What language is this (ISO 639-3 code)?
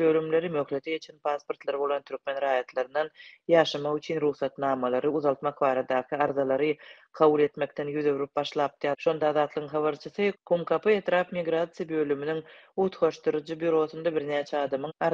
tuk